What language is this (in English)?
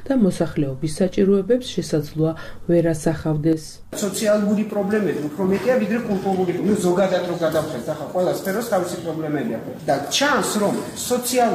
Georgian